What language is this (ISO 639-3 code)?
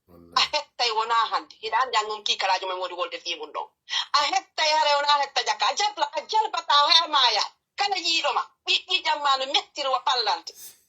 ful